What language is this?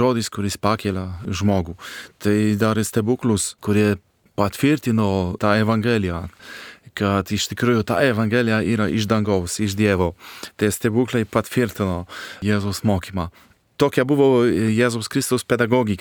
Lithuanian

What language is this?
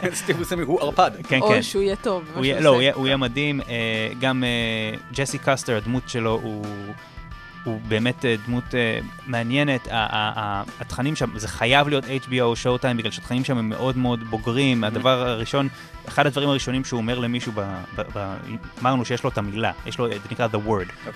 Hebrew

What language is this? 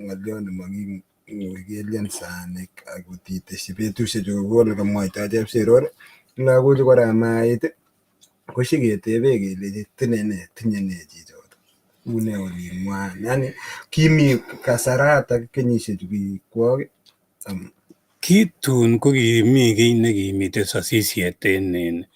Kalenjin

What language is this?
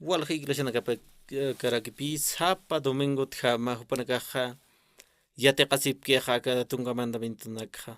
Aymara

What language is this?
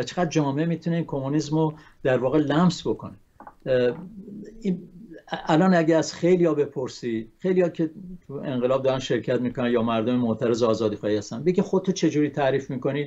Persian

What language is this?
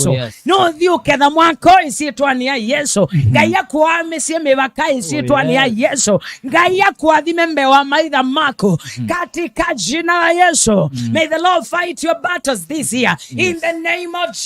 Kamba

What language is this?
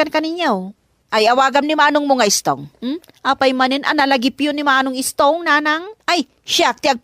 Iloko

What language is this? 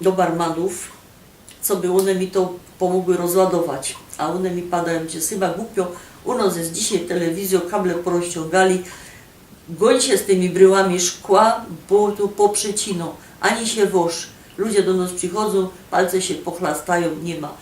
Silesian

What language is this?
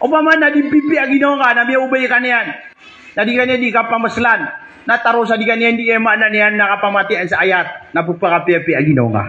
Maranao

